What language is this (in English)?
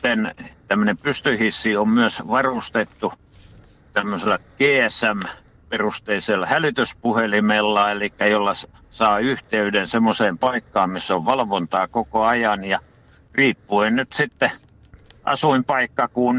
Finnish